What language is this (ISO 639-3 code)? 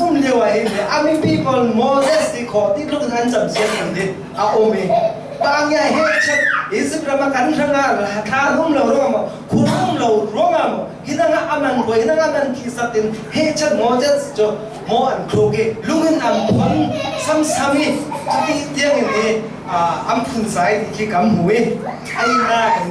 cfm